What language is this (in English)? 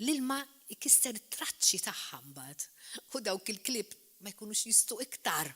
Maltese